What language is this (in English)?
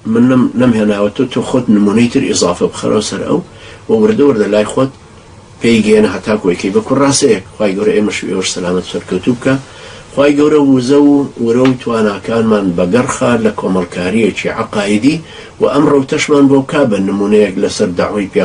Central Kurdish